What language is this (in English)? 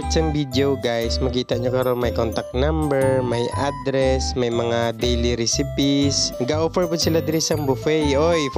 Hiligaynon